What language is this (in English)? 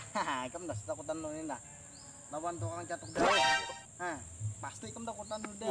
Banjar